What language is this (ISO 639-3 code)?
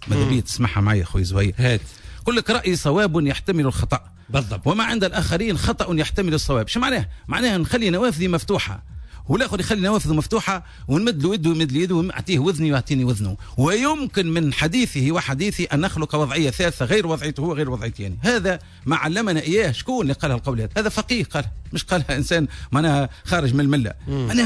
aeb